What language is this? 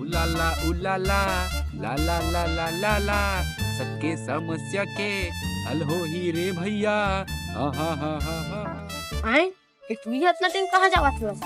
Chhattisgarhi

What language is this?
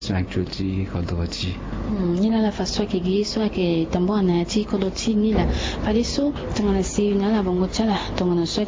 Sango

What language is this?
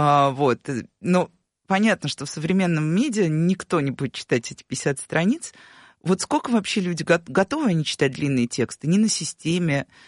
Russian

